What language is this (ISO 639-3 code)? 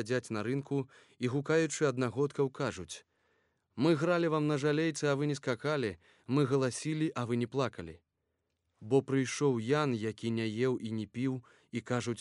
bel